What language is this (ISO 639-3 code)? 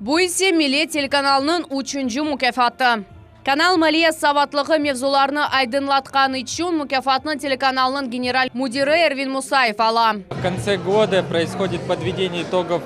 crh